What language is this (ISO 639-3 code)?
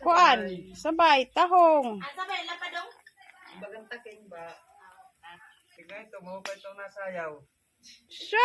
war